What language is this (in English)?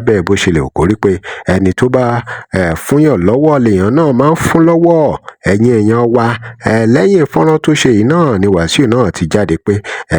Yoruba